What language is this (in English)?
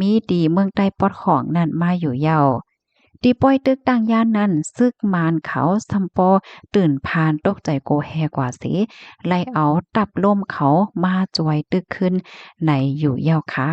Shan